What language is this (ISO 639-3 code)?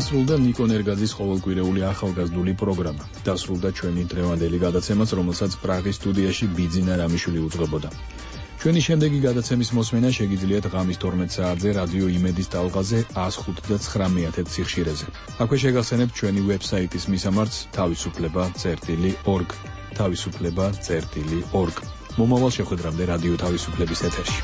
kat